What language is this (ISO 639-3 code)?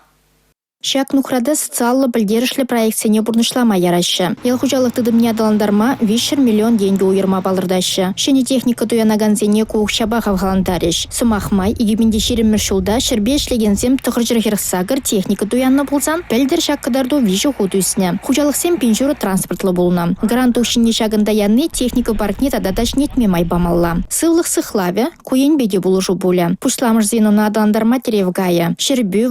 chv